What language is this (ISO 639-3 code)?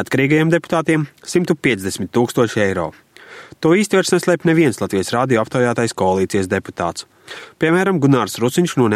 lav